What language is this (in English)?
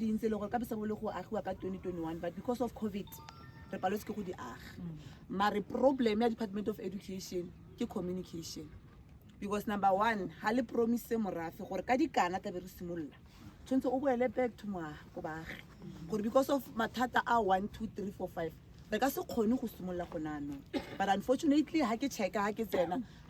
Tswana